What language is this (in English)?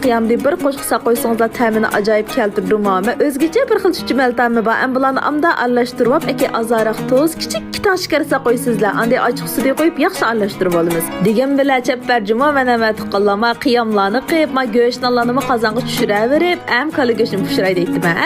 Uyghur